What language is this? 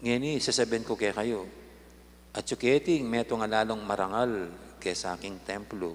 Pampanga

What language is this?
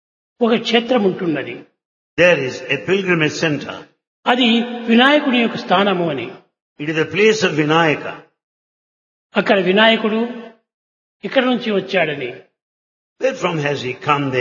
Telugu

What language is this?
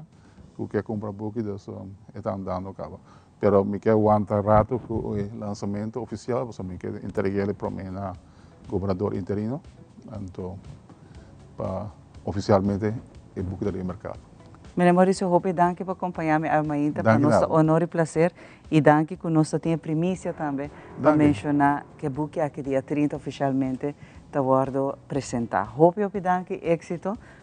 Papiamento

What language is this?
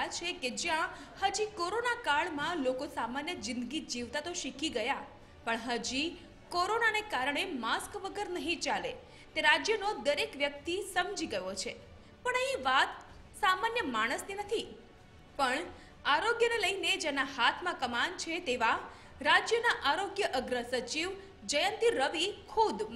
Gujarati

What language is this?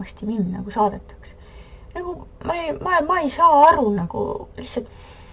Estonian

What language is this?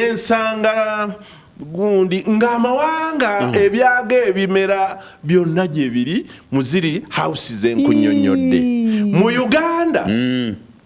Ganda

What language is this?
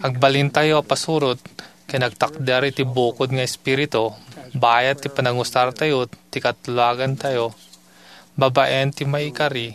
Iloko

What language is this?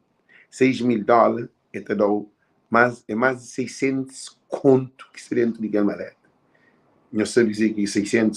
Kabuverdianu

